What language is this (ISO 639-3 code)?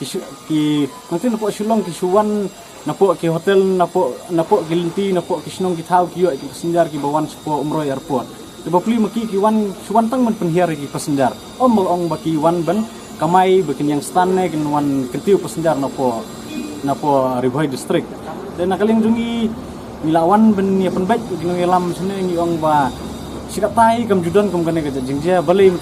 kha